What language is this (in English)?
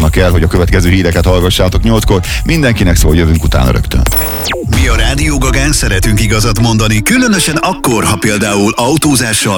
Hungarian